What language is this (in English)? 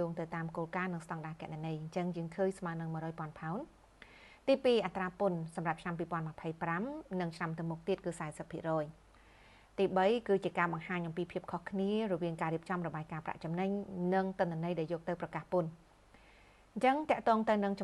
Khmer